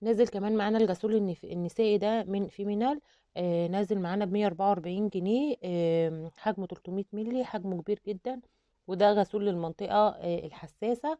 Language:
Egyptian Arabic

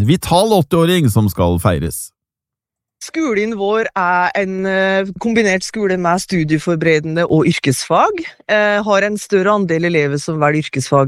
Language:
Norwegian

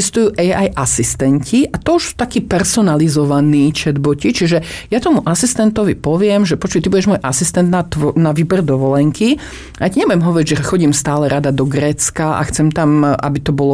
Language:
Slovak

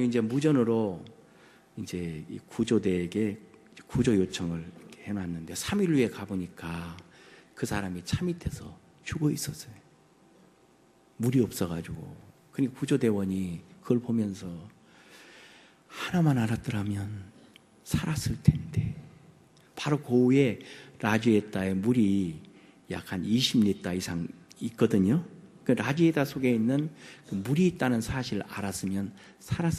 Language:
Korean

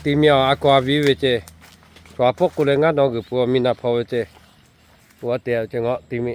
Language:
Lahu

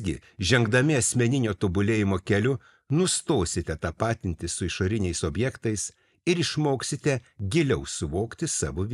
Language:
Lithuanian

